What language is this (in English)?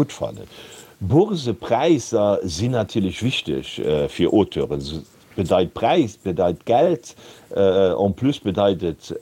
Luxembourgish